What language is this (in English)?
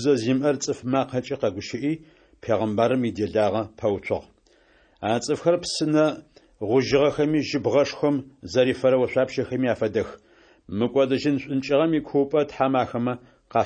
Adyghe